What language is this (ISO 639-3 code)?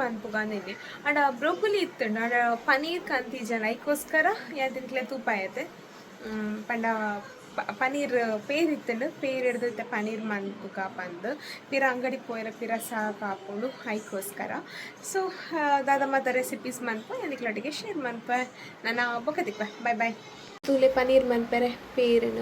tcy